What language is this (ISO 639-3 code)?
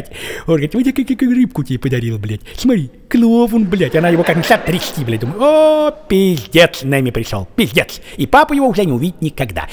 rus